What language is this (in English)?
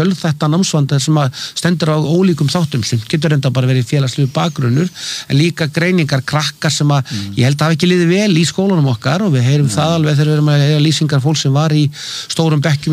Icelandic